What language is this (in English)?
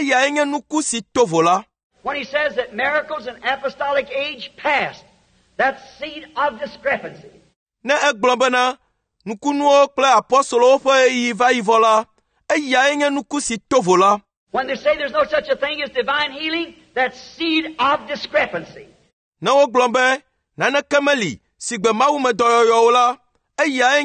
Ewe